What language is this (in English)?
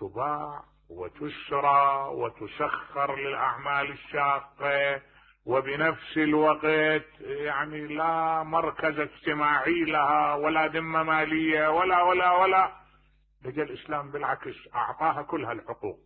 Mesopotamian Arabic